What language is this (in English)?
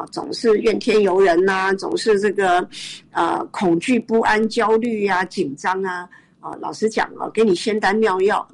Chinese